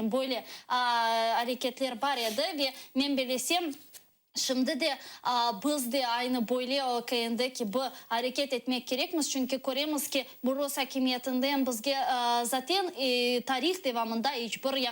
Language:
Crimean Tatar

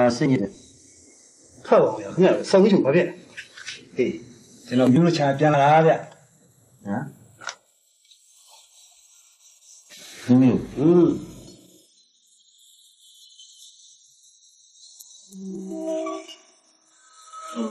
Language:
Burmese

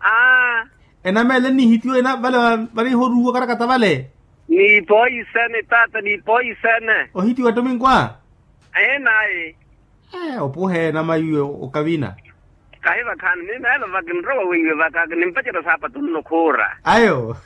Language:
Makhuwa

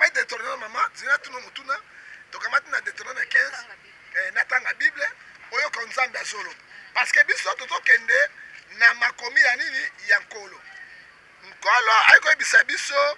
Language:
Lingala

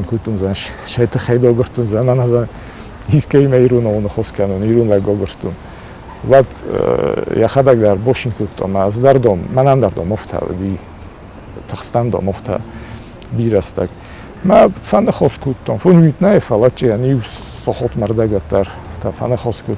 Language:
Ossetic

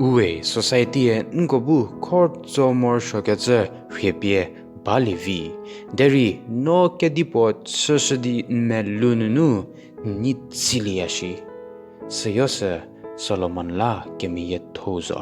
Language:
Angami Naga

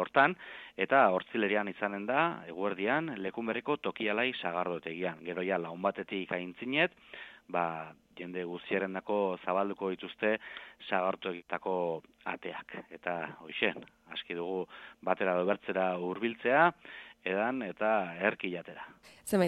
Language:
Basque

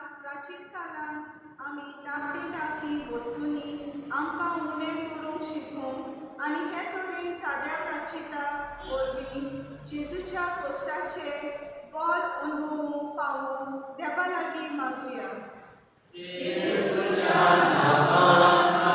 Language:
Konkani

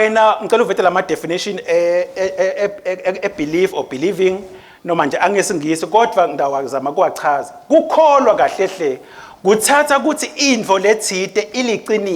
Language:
Swati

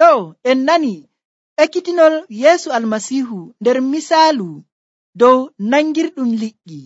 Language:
Nigerian Fulfulde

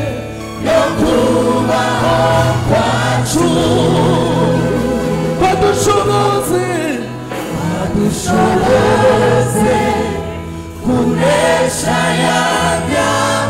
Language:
Kinyarwanda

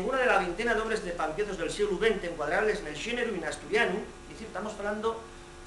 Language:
Asturian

